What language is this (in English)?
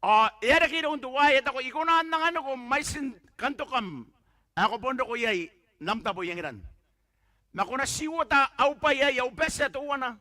Gilbertese